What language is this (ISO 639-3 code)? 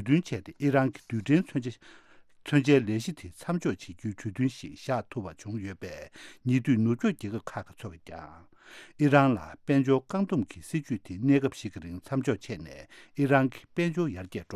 bod